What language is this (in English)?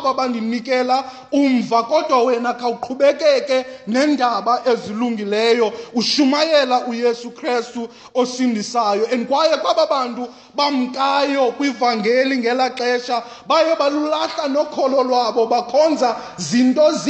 Xhosa